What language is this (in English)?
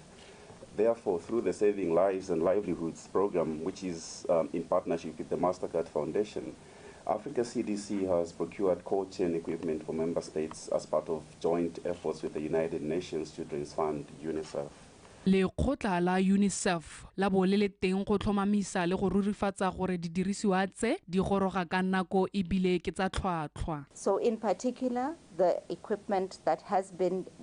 Tswana